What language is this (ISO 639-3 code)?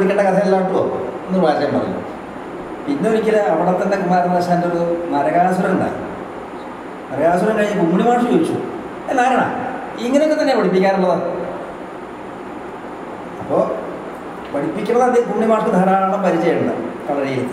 mal